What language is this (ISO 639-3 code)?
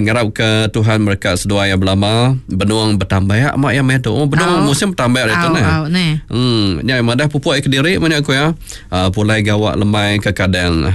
iba